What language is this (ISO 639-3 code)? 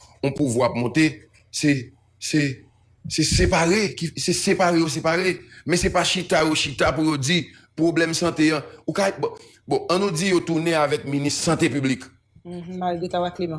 hat